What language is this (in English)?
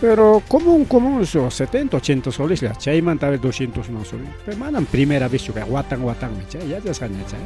Ayacucho Quechua